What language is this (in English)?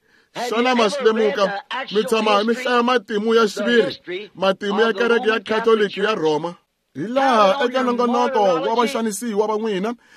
Tsonga